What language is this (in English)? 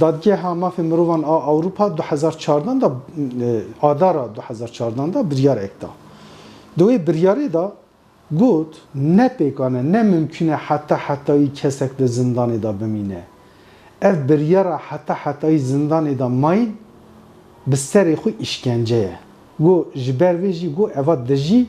Kurdish